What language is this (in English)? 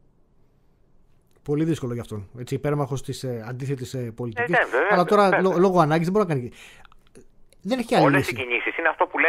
Greek